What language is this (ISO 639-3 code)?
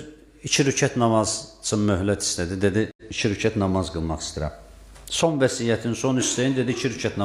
aze